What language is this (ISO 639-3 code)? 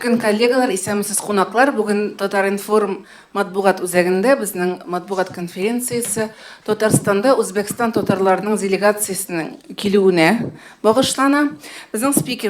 tat